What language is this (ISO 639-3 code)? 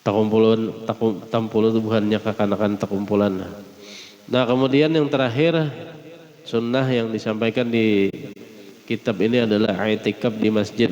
bjn